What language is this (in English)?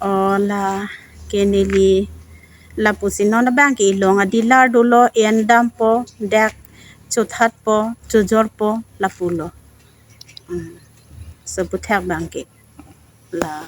Karbi